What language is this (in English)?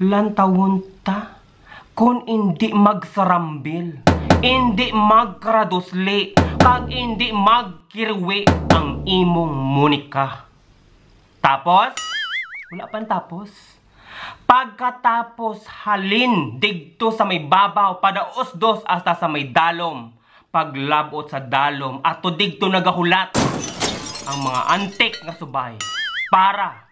Hiligaynon